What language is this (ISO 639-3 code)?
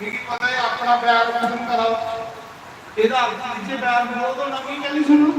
doi